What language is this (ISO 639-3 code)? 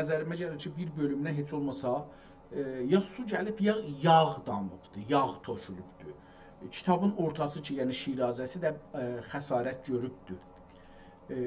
azb